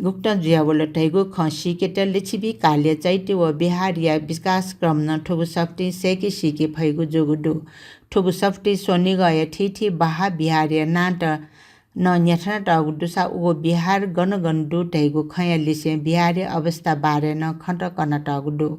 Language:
Newari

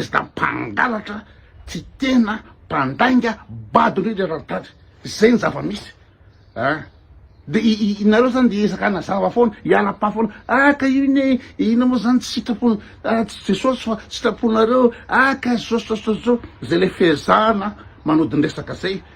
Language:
Malagasy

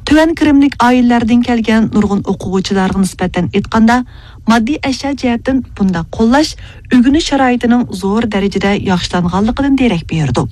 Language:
Uyghur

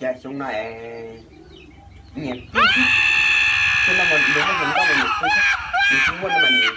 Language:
Hmong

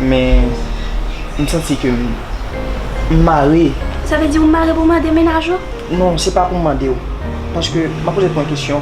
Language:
Haitian Creole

